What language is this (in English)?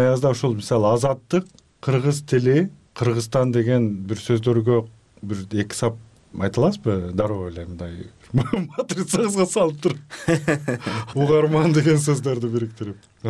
Kyrgyz